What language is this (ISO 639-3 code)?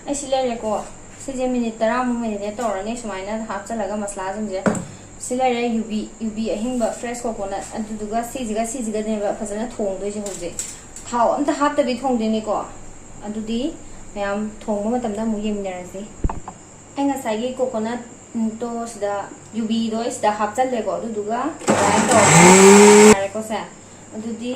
mni